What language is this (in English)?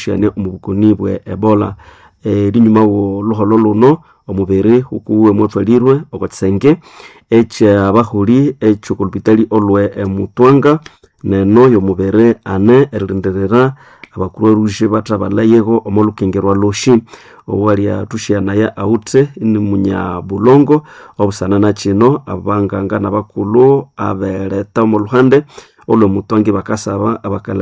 Nande